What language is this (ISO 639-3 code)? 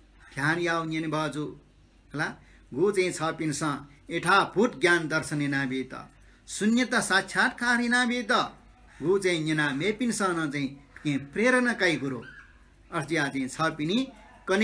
new